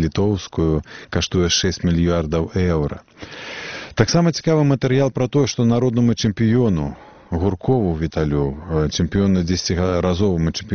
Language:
Belarusian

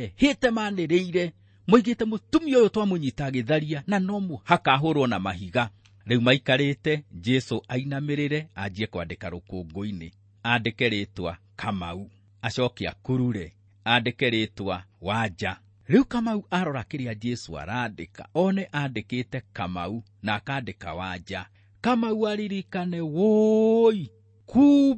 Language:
Kikuyu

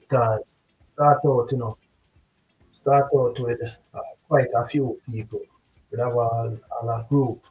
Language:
Jamaican Creole English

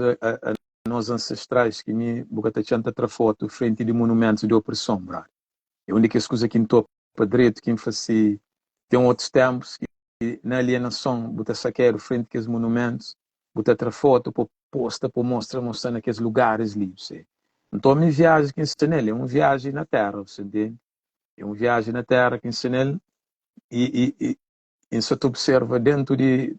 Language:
Kabuverdianu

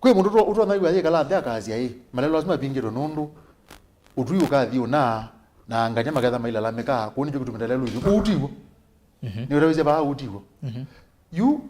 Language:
Kamba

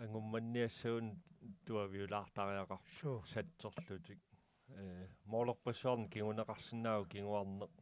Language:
Kalaallisut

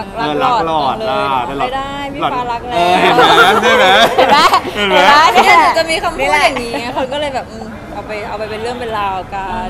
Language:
Thai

